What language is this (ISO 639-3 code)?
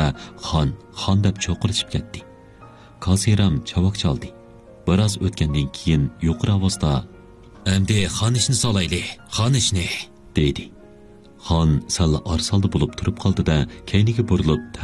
uig